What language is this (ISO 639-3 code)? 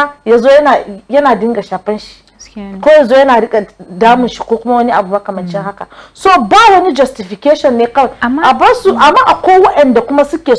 hau